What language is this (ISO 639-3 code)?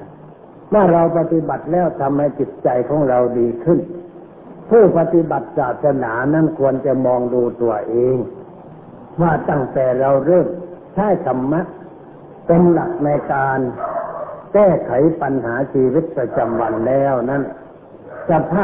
tha